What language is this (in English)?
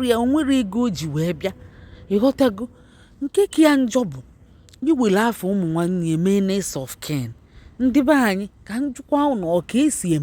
Igbo